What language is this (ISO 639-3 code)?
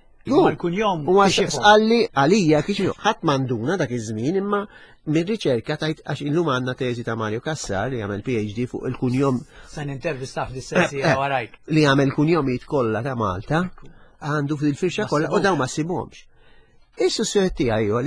mlt